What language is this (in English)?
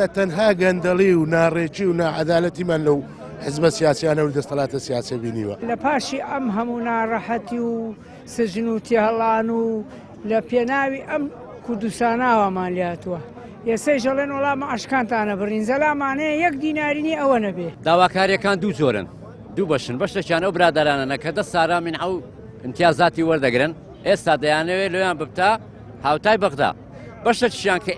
Central Kurdish